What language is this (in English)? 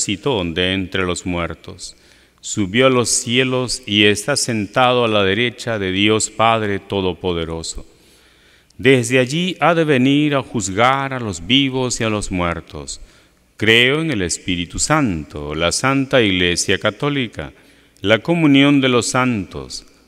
Spanish